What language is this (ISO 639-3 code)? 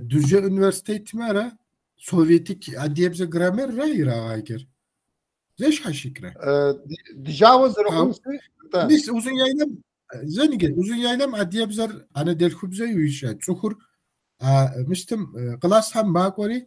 kbd